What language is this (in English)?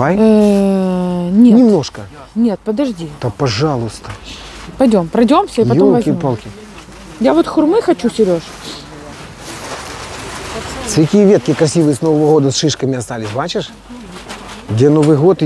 Russian